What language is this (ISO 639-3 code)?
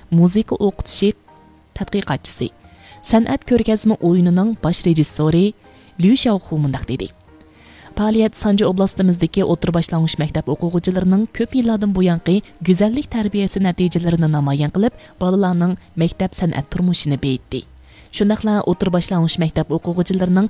uig